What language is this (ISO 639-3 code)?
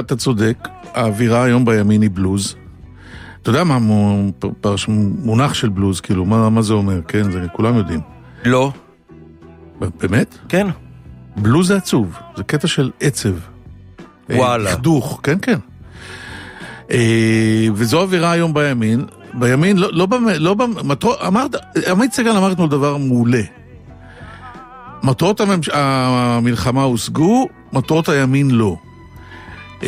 heb